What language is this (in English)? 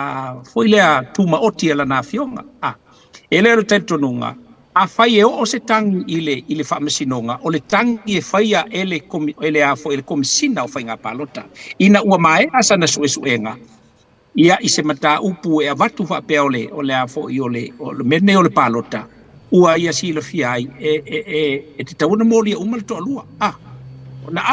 Samoan